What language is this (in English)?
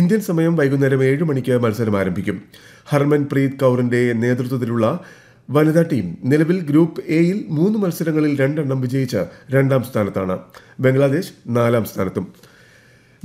Malayalam